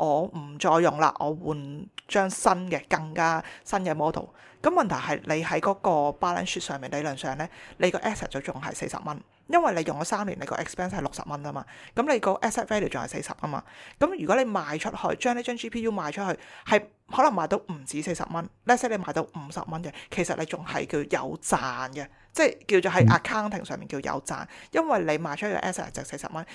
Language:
Cantonese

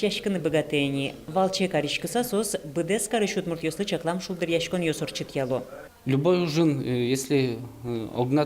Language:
Udmurt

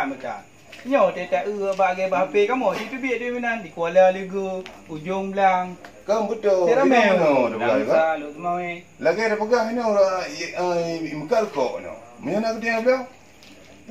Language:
Achinese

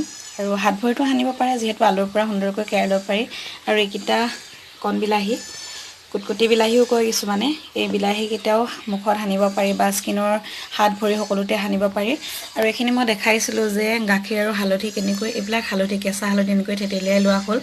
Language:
Assamese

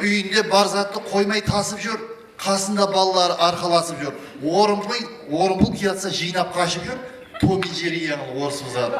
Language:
Kara-Kalpak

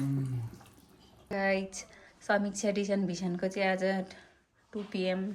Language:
Nepali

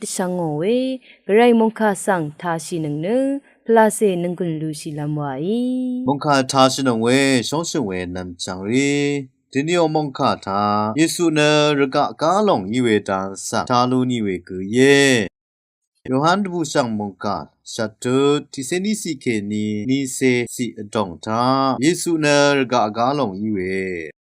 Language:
Rawang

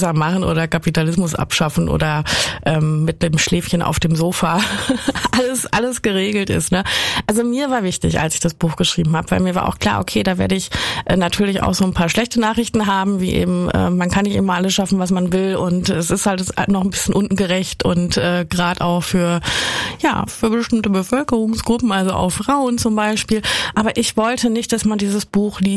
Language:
German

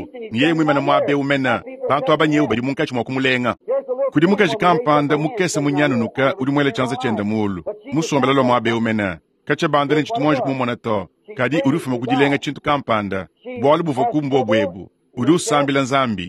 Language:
Luba-Lulua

